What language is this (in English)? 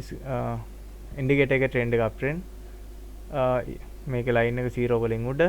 Sinhala